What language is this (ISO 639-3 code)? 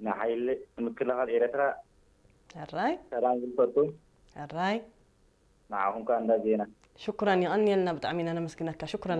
tir